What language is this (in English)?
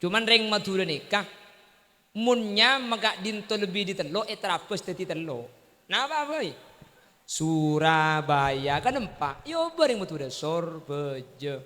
Madurese